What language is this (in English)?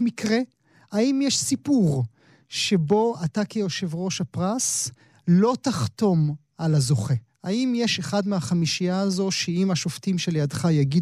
Hebrew